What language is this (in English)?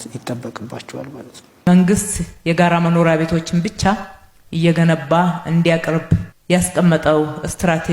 Amharic